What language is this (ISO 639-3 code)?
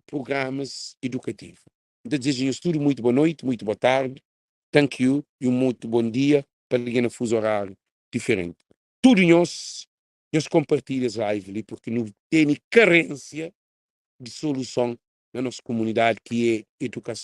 kea